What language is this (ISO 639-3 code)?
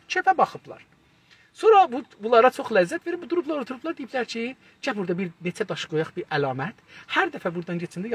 azb